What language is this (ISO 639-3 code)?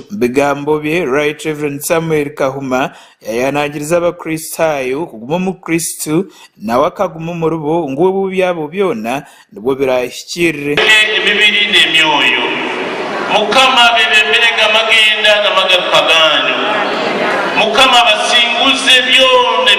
nyn